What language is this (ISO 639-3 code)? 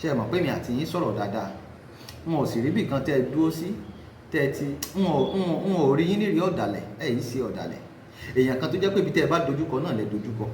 yor